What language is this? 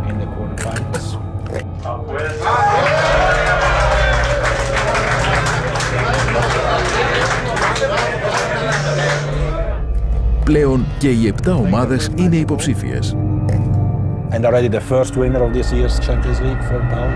Greek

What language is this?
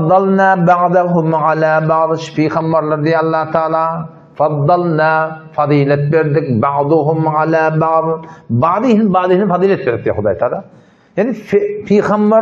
Turkmen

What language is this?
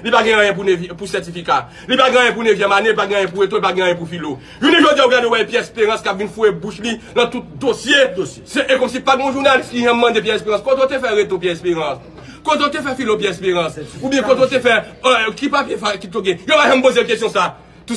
Haitian Creole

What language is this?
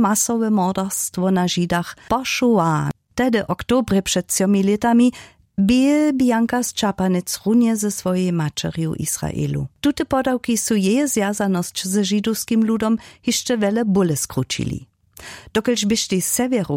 Upper Sorbian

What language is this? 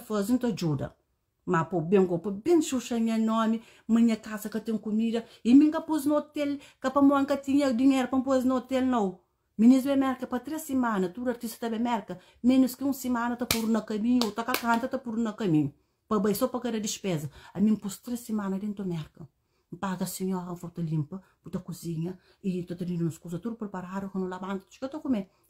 Kabuverdianu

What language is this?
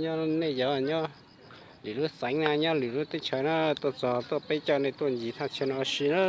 Hmong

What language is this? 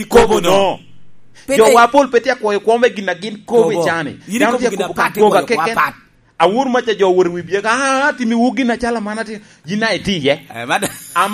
Lango (Uganda)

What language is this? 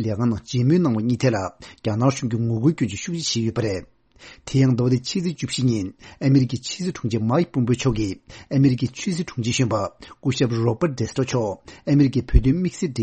Tibetan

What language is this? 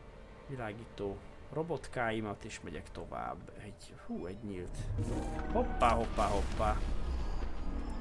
Hungarian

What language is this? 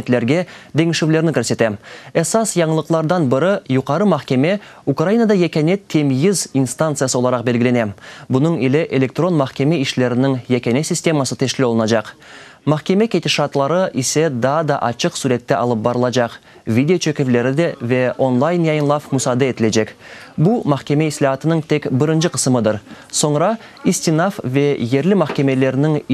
Crimean Tatar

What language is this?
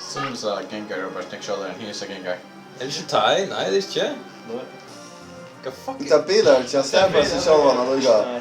Faroese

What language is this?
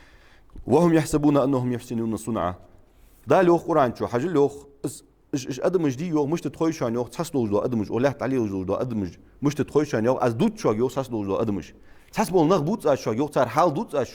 Ingush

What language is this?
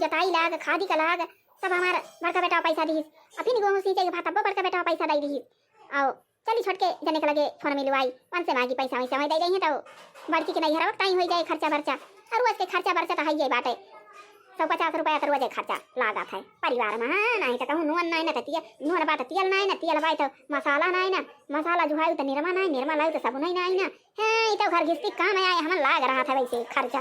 Awadhi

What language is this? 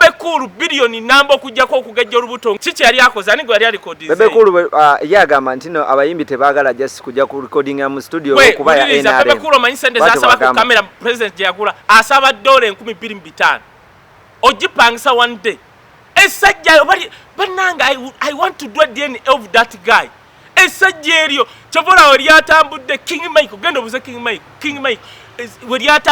Ganda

